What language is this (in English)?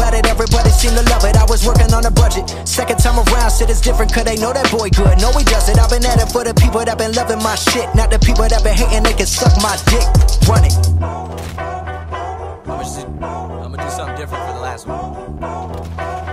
English